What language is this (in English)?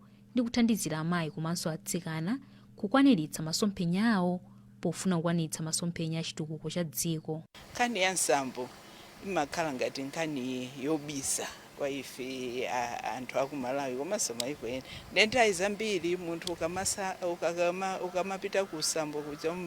Nyanja